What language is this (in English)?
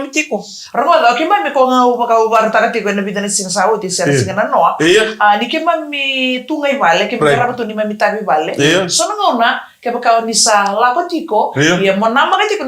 Fijian